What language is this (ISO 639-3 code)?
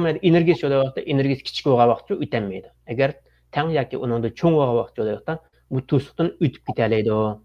uig